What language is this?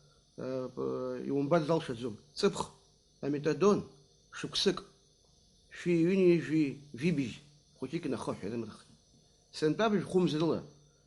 Abkhazian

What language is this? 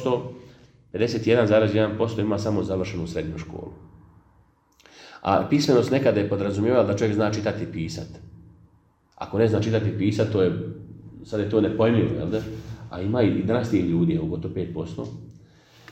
Bosnian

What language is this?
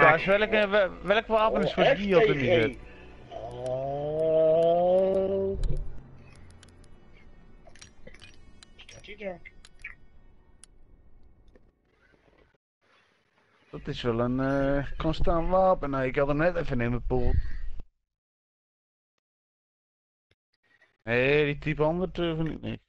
Dutch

